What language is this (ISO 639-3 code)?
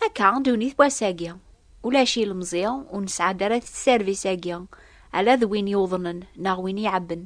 kab